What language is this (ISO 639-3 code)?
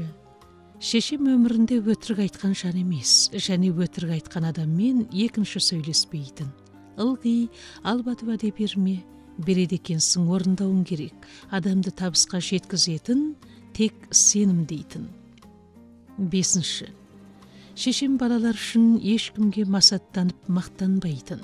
kaz